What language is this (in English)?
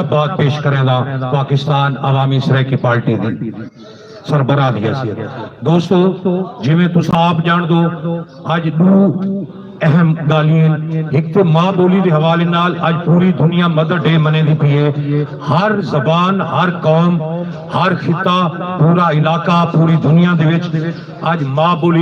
Saraiki